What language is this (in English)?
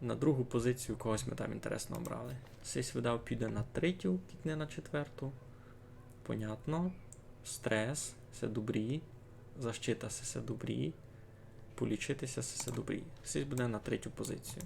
Rusyn